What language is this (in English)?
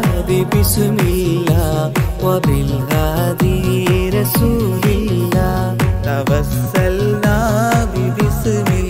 Malayalam